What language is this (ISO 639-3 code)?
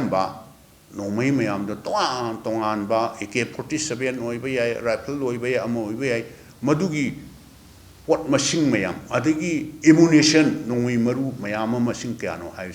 mni